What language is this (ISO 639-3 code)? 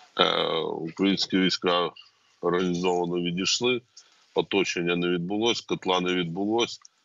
ukr